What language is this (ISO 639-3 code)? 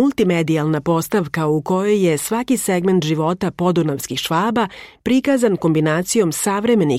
srp